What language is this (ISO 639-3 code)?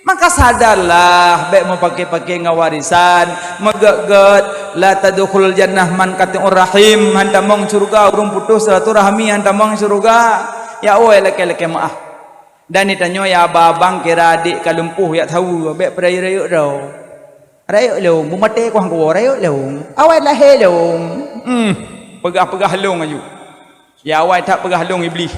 ace